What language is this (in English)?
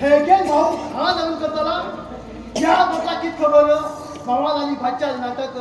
Konkani